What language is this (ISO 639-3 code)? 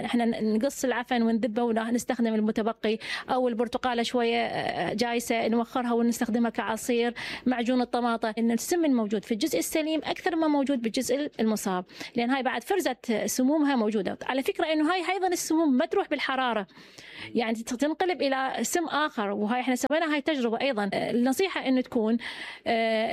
acm